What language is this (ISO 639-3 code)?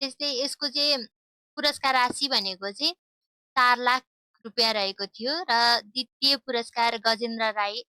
nep